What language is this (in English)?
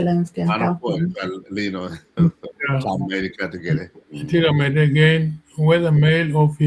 Acoli